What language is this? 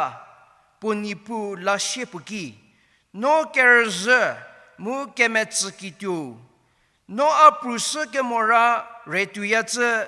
Angami Naga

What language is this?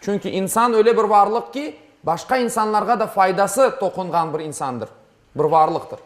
Crimean Tatar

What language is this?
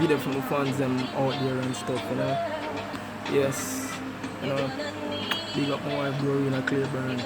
Jamaican Creole English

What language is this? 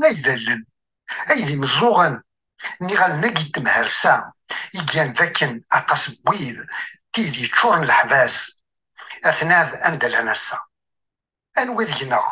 Kabyle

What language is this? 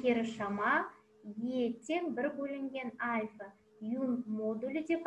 Kazakh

